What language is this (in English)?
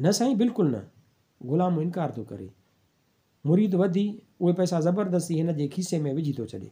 Sindhi